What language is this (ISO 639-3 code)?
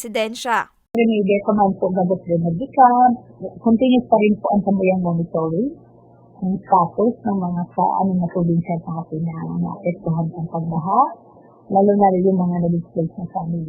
bik